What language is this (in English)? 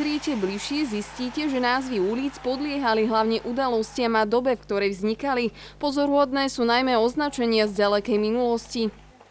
Slovak